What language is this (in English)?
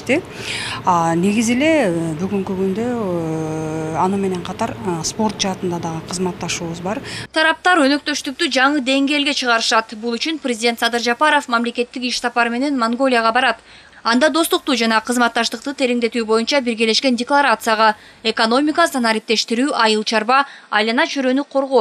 Kyrgyz